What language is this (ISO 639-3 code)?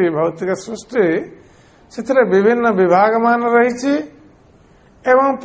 ori